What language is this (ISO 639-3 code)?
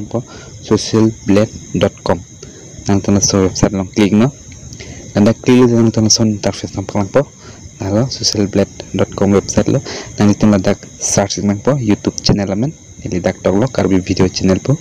mjw